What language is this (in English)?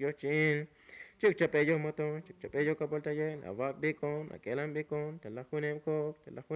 Tzotzil